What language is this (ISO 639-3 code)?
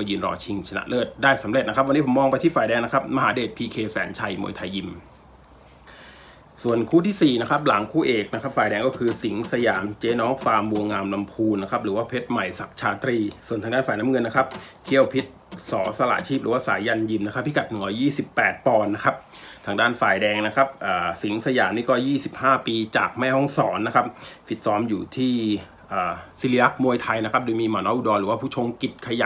tha